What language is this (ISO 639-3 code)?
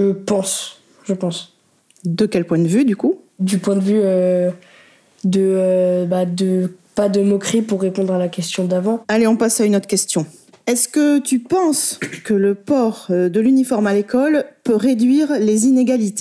fra